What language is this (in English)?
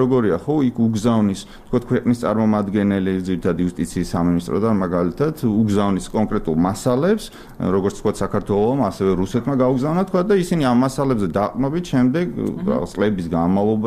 Georgian